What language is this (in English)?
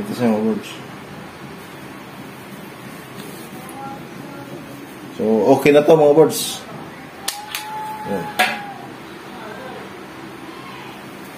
Filipino